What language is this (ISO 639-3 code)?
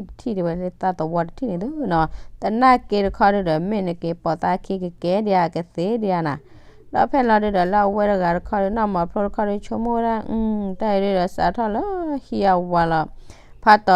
ksw